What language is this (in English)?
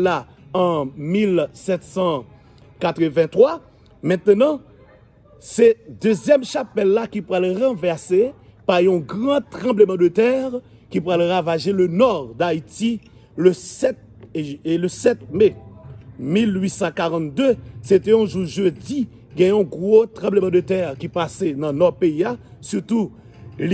Haitian Creole